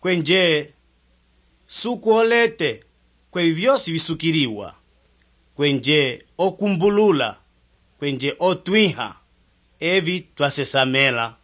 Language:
Umbundu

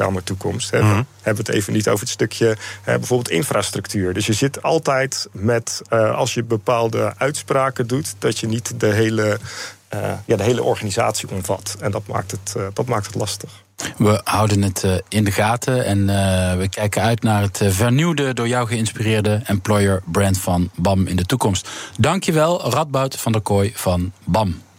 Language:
Dutch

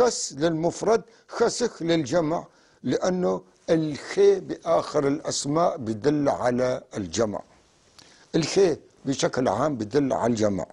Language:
North Levantine Arabic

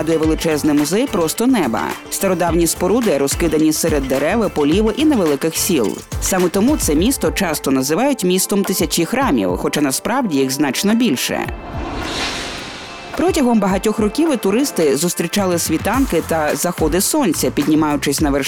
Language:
Ukrainian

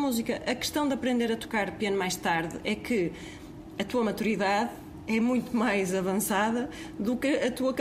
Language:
Portuguese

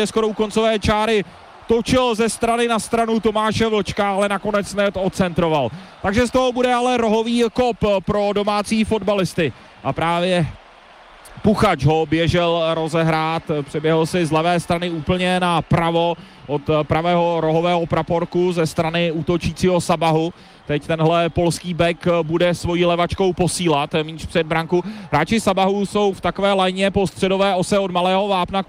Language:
Czech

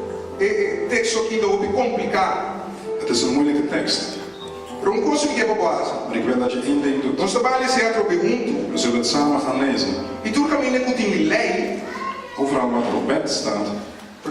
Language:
Papiamento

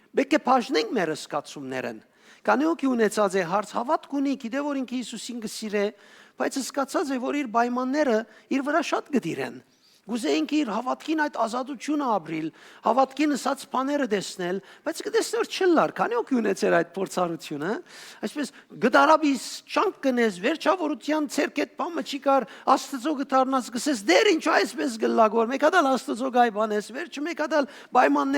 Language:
Western Armenian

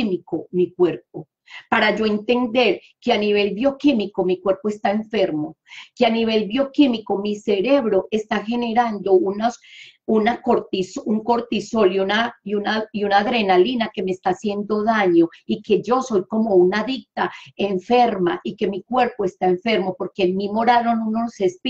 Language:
Spanish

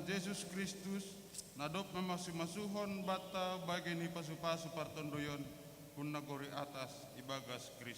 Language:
Batak Simalungun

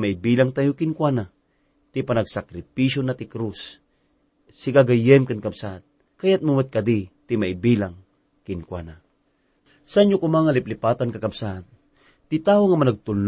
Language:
Iloko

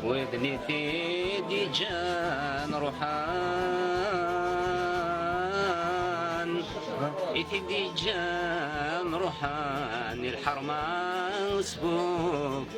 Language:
Kabyle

